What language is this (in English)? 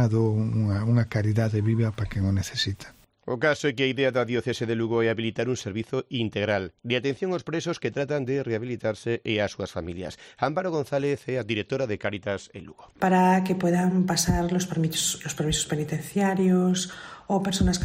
Galician